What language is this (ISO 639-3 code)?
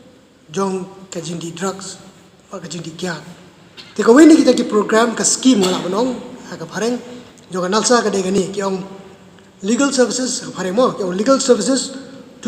kha